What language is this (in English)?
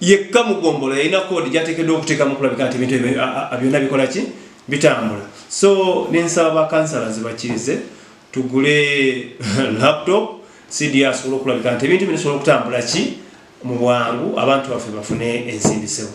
Ganda